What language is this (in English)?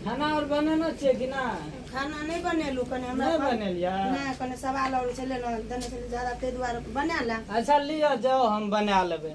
Maithili